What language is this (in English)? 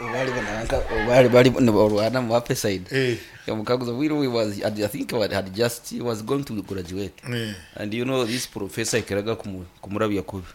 Nyankole